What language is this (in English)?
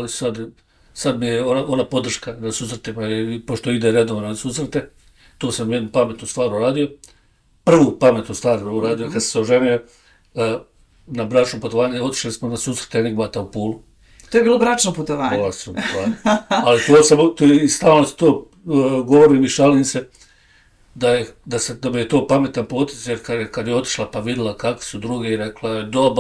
Bosnian